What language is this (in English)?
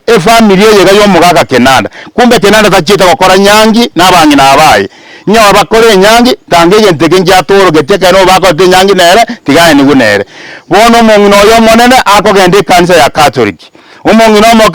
Gusii